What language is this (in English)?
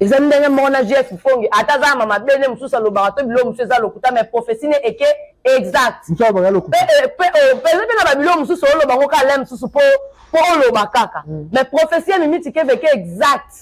Lingala